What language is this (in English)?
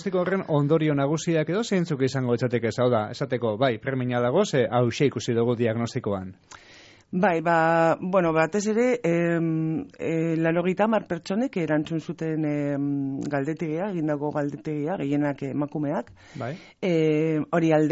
Basque